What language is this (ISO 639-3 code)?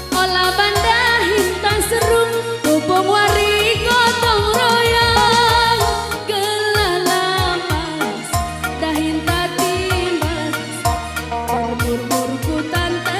btx